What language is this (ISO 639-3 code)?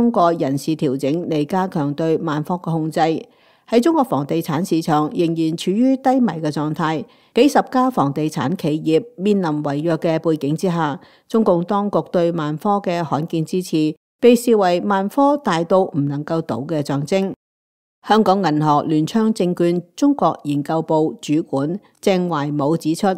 yue